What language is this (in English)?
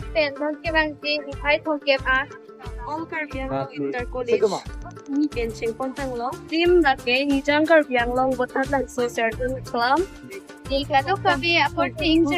Karbi